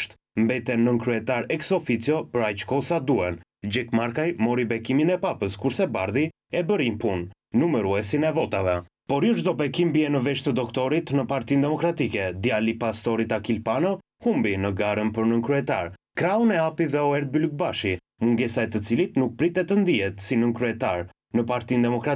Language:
Albanian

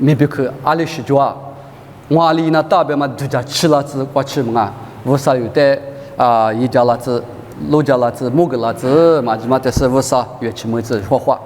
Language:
Lisu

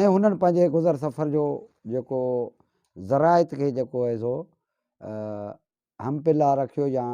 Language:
Sindhi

